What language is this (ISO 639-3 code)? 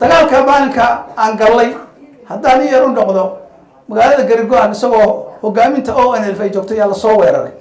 som